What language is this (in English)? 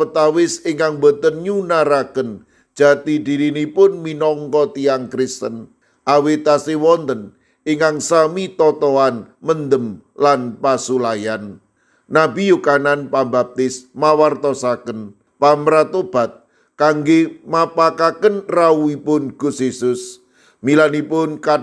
Javanese